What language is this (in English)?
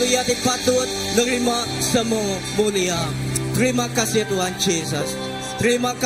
Iban